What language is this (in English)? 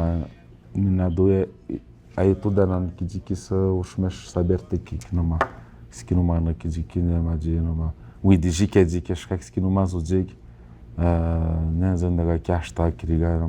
Atikamekw